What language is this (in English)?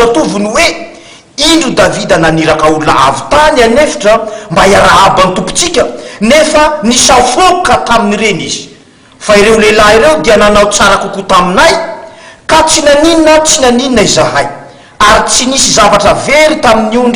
Malagasy